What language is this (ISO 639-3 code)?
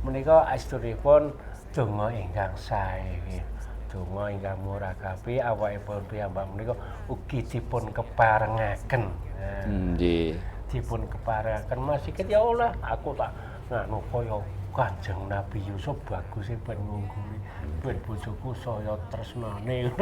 jav